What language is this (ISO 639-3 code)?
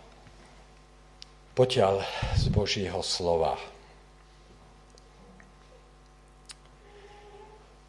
slk